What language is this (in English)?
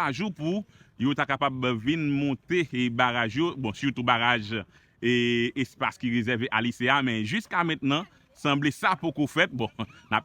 Haitian Creole